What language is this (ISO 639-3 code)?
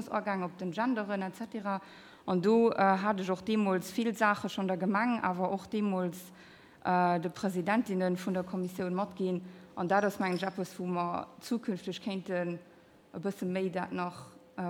ltz